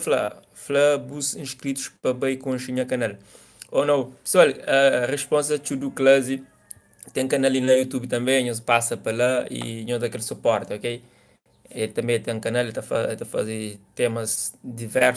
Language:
Kabuverdianu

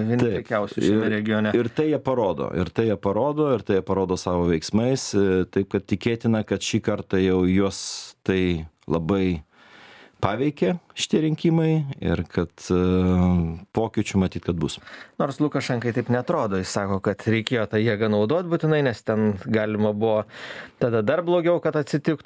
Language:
Lithuanian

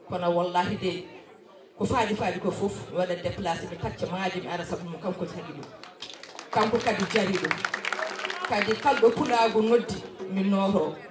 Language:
Fula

